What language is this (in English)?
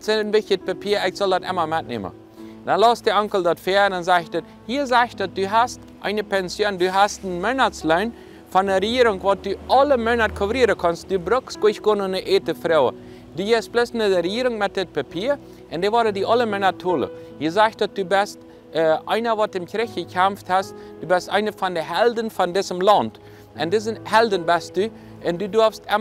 Plautdietsch